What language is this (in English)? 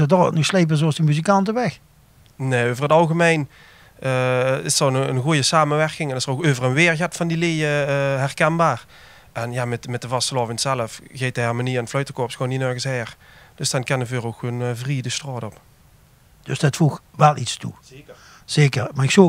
Limburgish